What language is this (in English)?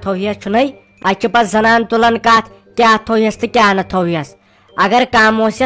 Kashmiri